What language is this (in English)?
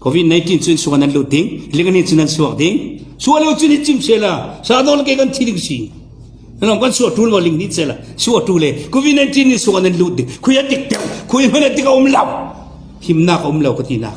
Falam Chin